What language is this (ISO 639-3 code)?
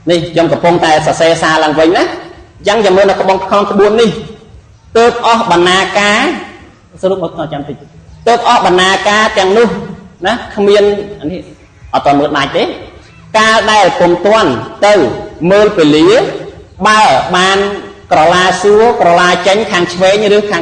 khm